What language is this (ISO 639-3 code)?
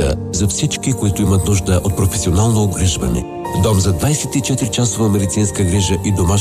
bul